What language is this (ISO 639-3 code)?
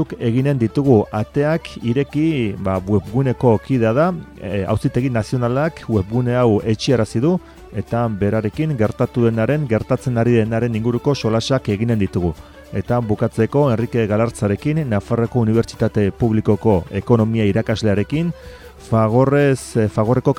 eus